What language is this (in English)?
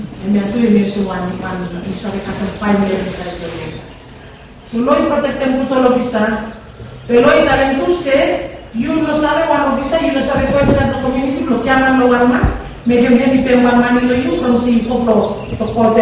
Bislama